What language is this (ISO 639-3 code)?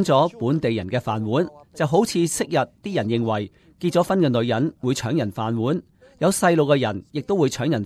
yue